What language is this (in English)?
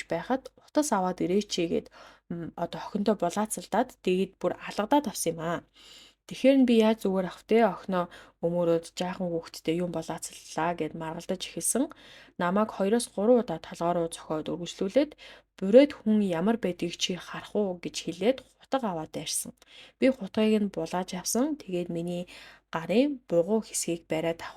Mongolian